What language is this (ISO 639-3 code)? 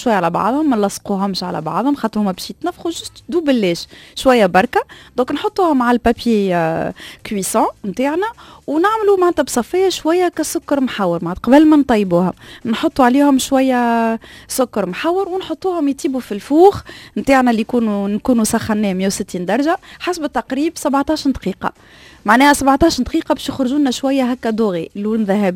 aeb